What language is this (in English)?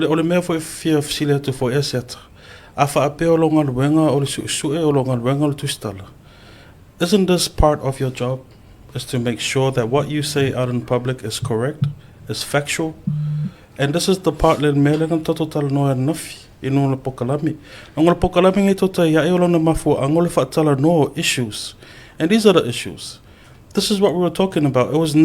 Samoan